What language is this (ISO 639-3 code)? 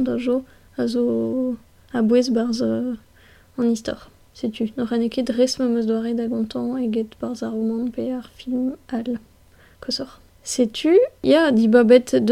bre